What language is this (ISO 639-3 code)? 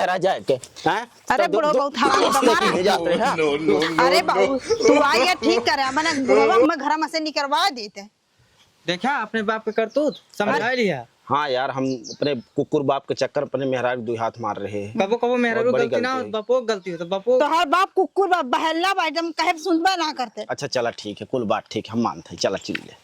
awa